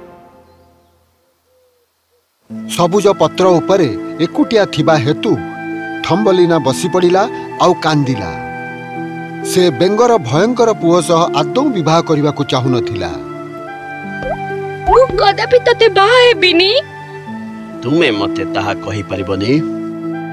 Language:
Odia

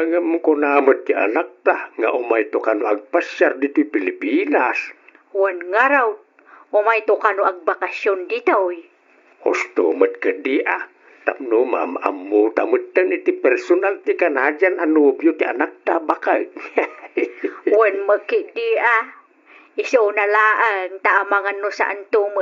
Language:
Iloko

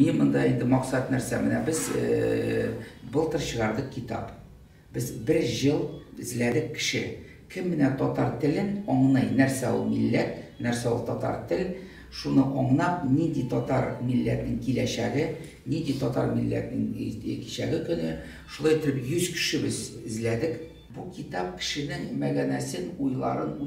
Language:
Tatar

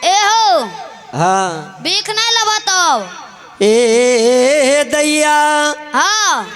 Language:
Maithili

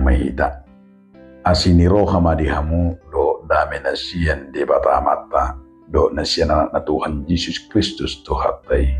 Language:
Batak Toba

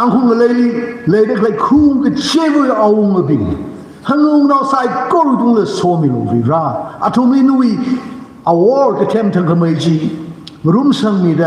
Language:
Tangkhul Naga (India)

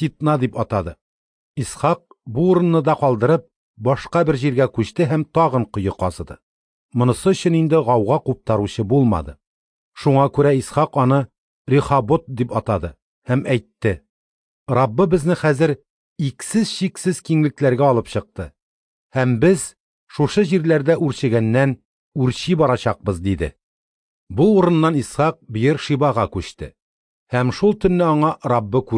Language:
Tatar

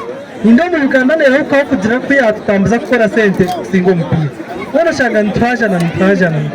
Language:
Nyankole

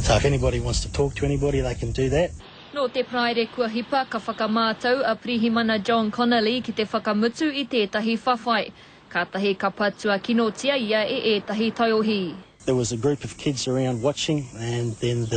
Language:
Māori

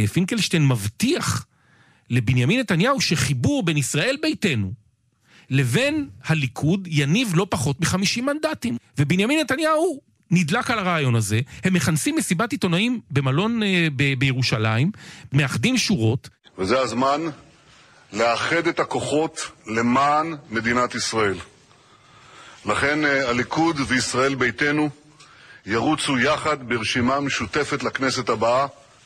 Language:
Hebrew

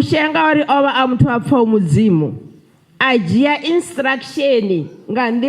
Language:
Venda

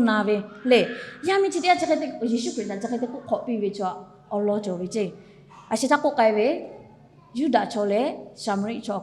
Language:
Lahu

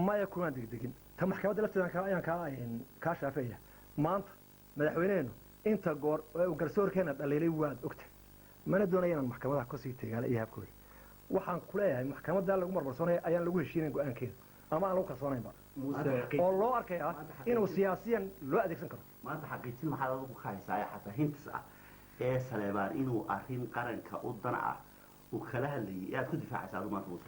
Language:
Somali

